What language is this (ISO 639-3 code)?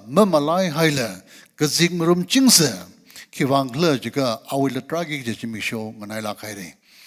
nmf